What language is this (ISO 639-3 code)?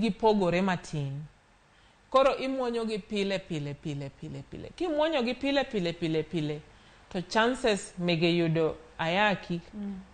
luo